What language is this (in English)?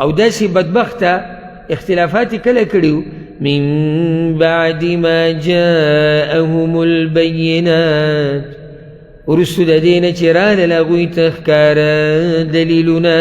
Pashto